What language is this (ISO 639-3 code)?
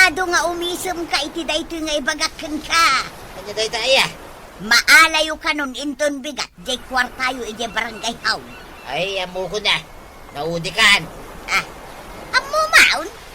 ilo